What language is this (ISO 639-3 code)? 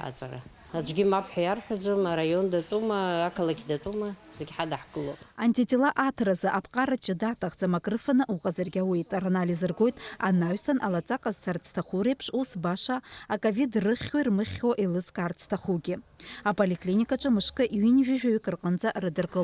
abk